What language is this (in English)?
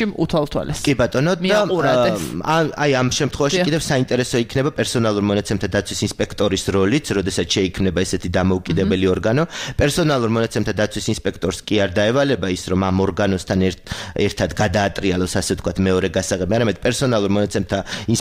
Georgian